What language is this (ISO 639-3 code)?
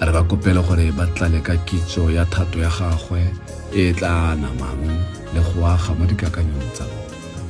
tsn